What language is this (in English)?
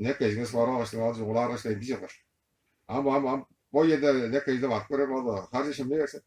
Tuvinian